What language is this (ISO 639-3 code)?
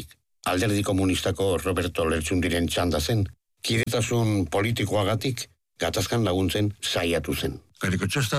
eus